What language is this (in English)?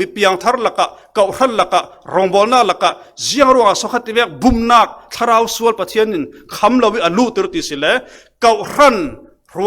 Falam Chin